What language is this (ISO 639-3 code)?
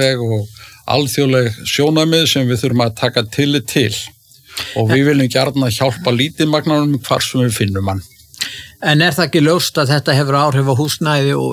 isl